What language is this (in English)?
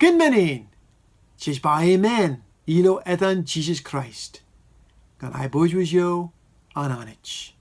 Marshallese